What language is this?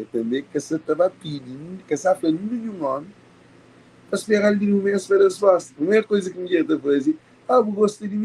Kabuverdianu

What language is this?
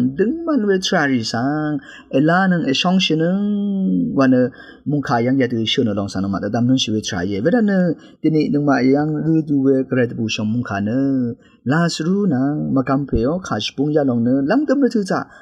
Rawang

